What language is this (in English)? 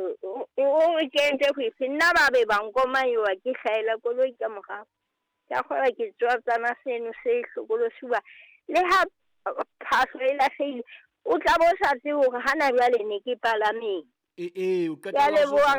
Southern Sotho